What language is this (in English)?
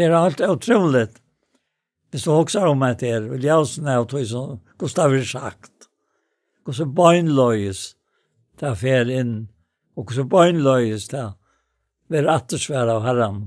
Faroese